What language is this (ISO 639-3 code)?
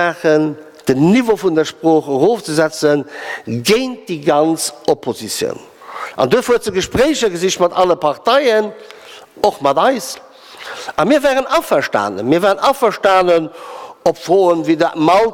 ltz